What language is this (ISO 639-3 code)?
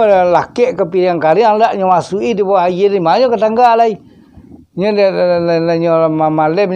min